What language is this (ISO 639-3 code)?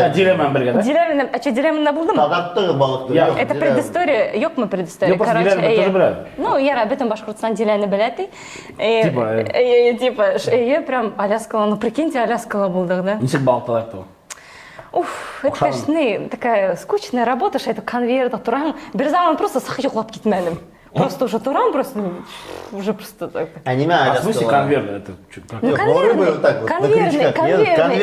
bak